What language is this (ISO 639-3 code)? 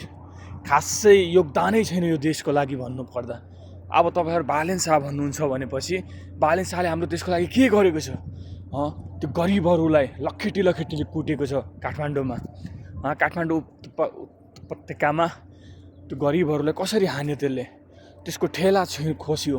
nep